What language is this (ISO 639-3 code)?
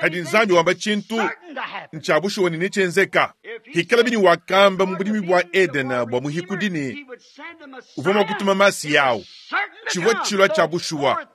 lua